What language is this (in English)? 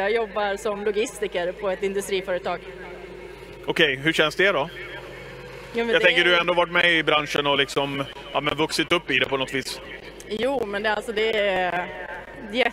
Swedish